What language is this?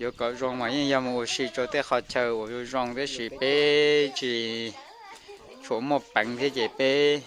Hmong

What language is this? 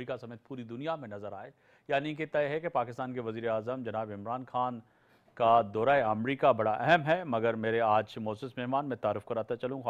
Urdu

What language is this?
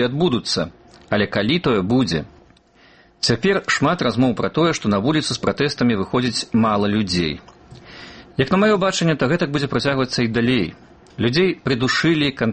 Belarusian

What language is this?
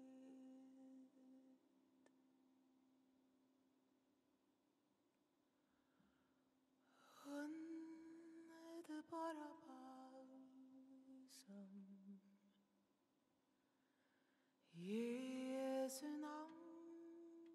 Norwegian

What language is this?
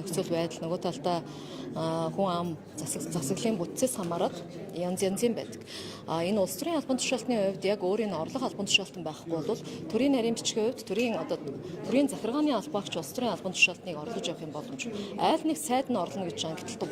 Mongolian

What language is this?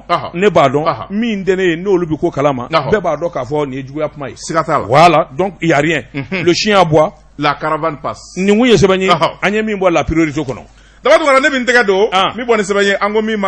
Bambara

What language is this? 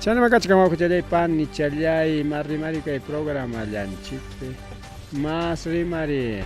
Ayacucho Quechua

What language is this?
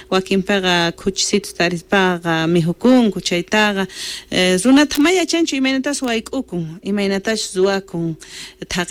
Quechua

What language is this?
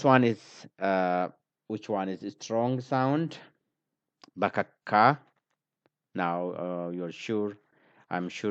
English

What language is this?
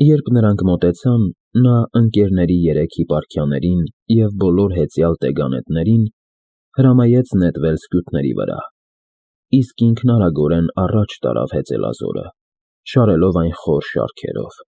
Armenian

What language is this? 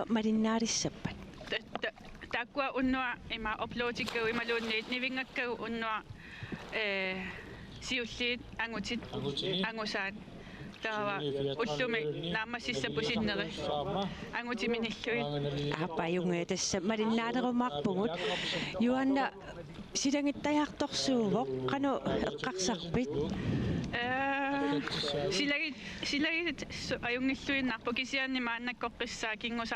Kalaallisut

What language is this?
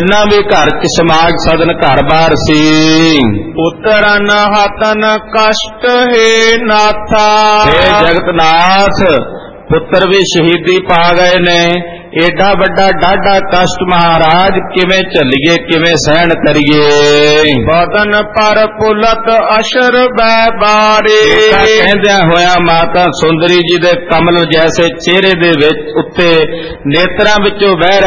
Punjabi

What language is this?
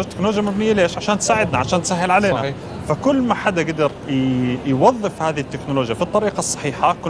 North Levantine Arabic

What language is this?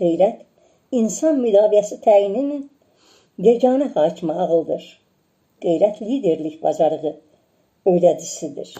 Azerbaijani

